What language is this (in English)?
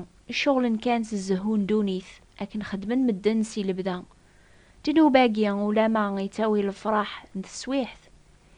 Kabyle